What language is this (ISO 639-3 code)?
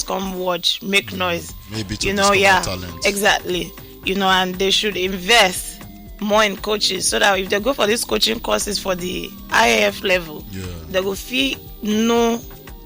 pcm